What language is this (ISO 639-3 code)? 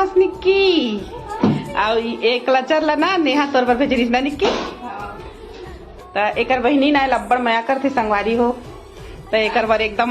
hne